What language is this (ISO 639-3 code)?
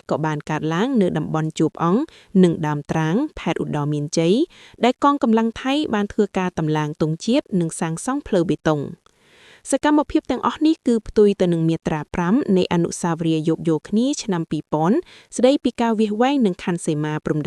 khm